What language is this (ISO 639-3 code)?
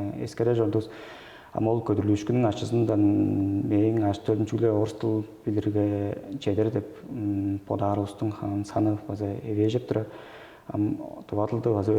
tyv